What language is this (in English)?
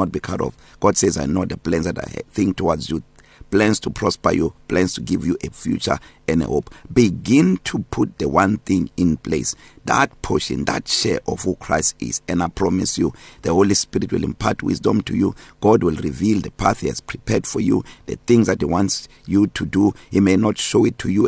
English